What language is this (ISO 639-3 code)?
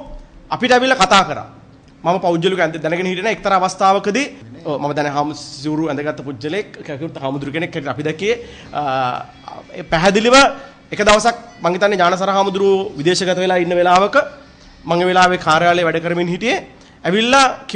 sin